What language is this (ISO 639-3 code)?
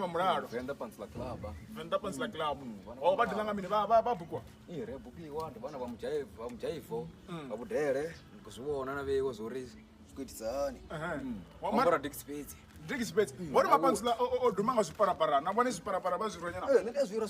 ven